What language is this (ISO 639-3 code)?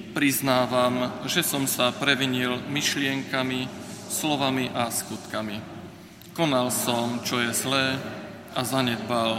slk